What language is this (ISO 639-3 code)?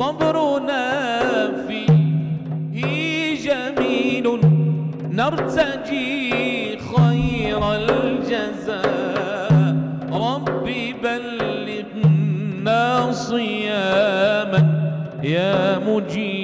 apc